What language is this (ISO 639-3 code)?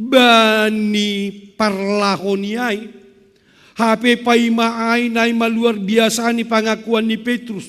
bts